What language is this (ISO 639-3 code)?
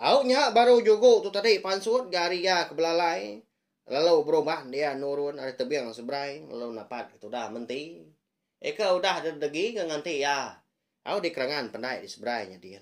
iba